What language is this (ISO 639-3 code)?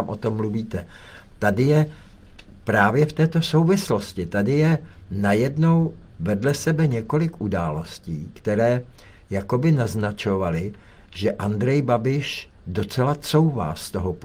ces